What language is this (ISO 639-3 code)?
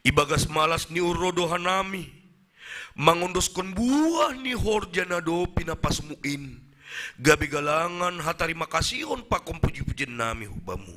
bts